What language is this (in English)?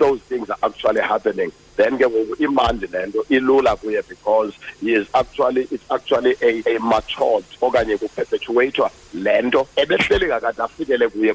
Xhosa